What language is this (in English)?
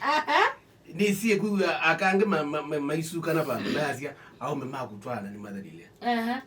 Kamba